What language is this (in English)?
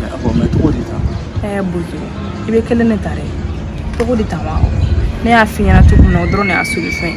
Bambara